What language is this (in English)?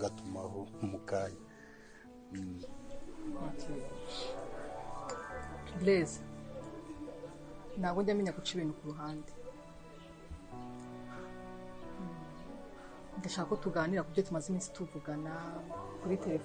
Kinyarwanda